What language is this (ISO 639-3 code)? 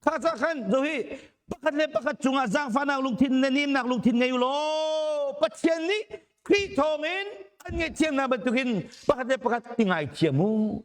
cnh